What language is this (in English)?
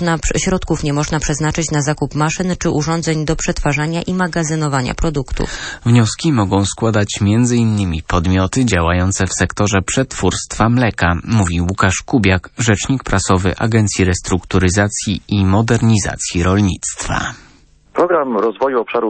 Polish